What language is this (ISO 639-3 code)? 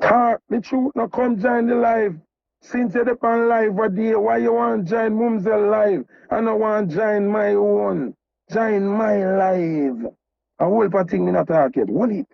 jam